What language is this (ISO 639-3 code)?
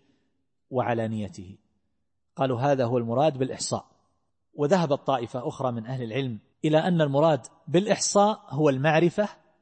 ara